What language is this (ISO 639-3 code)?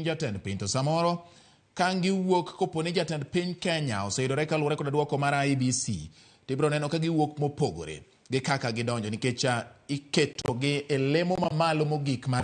luo